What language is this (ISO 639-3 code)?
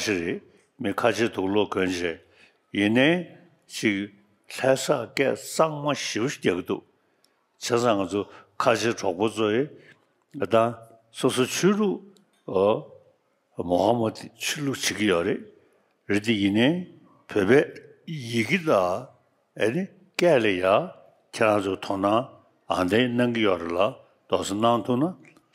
bod